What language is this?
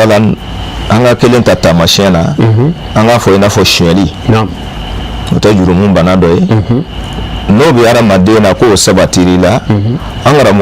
Bambara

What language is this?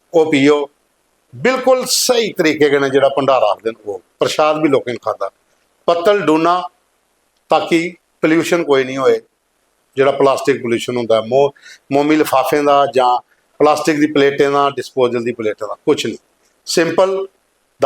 Dogri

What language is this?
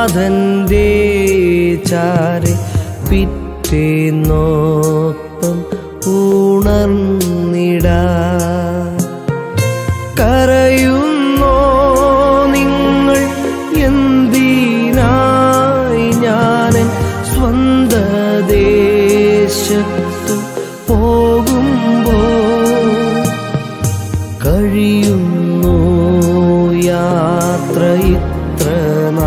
Malayalam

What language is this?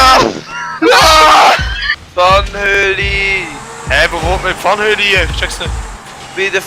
Swiss German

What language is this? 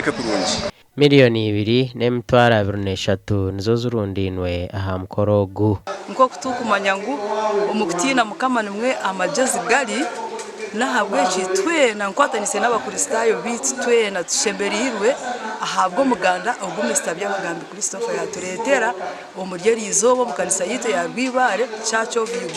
Nyankole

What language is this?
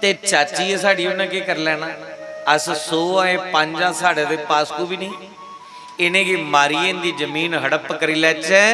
Dogri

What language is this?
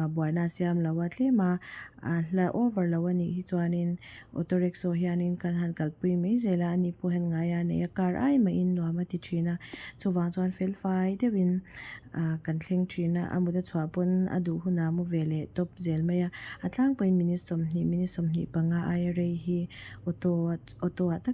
Mizo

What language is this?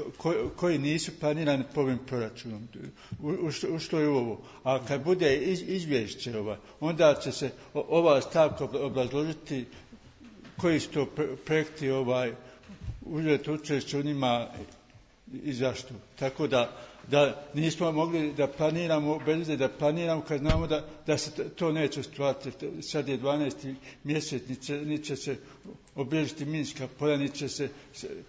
Croatian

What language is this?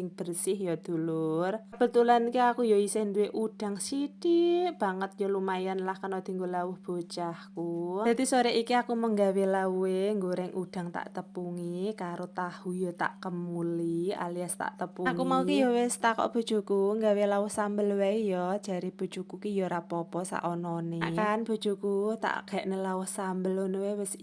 Javanese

